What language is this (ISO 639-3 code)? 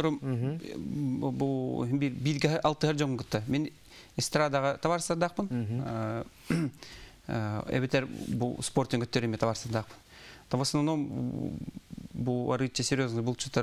sah